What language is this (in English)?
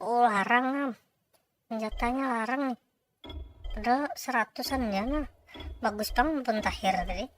Banjar